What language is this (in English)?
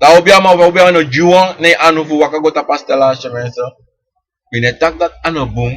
Sranan Tongo